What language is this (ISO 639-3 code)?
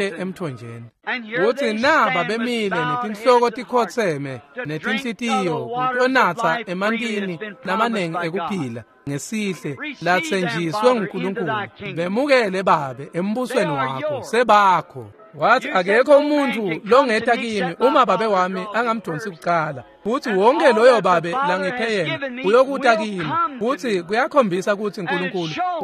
ssw